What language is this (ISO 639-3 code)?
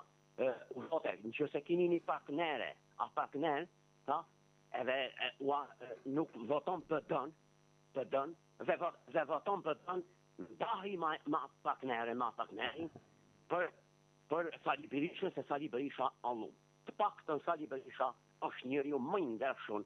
sqi